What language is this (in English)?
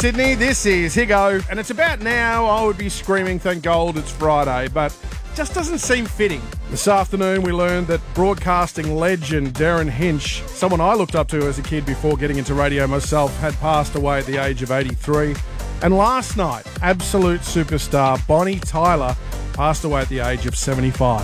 English